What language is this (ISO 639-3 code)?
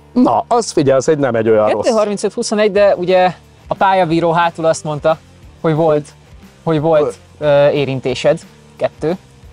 hun